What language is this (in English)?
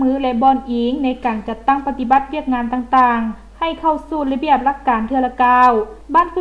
Lao